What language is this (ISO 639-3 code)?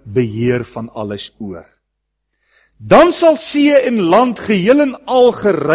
afr